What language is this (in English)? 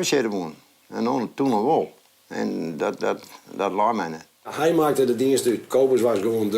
Western Frisian